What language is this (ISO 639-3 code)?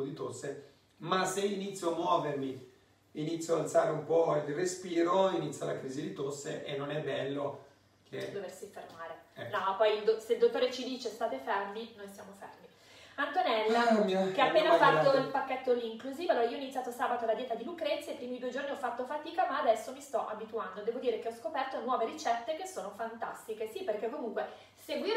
ita